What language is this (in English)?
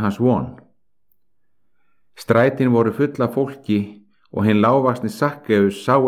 Icelandic